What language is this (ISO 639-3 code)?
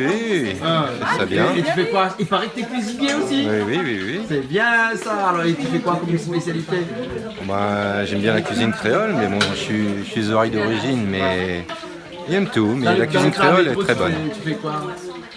rcf